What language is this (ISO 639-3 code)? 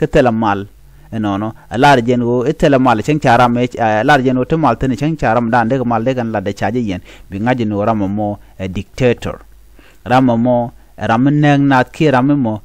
nus